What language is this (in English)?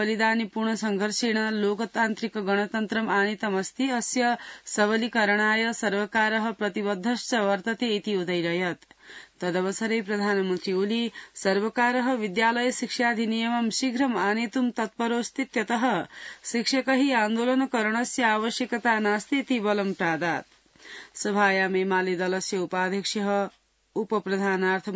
Sanskrit